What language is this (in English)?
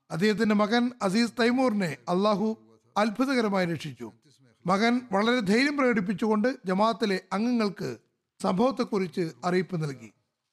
Malayalam